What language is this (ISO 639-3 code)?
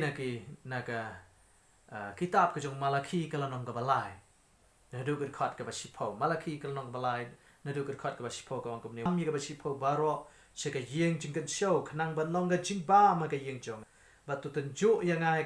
kha